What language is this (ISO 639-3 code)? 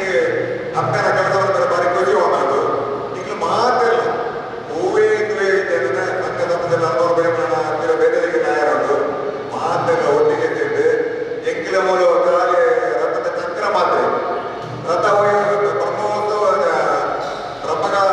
tcy